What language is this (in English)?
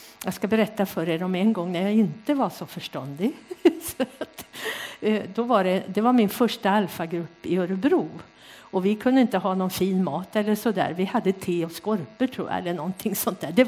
Swedish